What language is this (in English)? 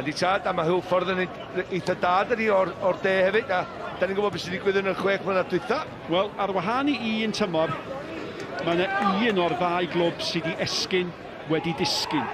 Welsh